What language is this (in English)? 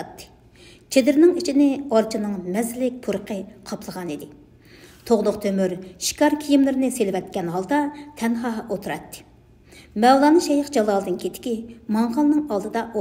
Uyghur